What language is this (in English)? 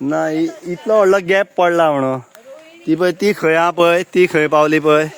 Konkani